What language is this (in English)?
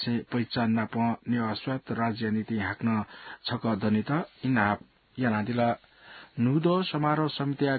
Newari